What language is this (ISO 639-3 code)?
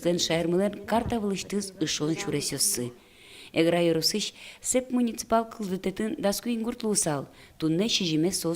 udm